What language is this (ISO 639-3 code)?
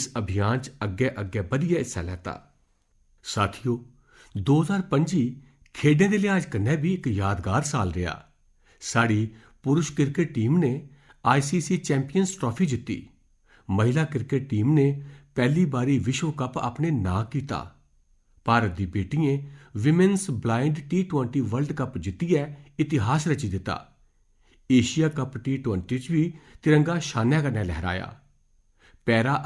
doi